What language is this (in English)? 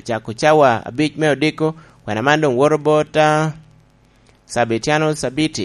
Lango (Uganda)